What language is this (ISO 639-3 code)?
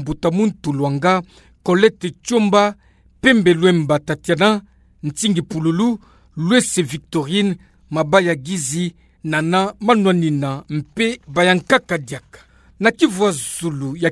ktu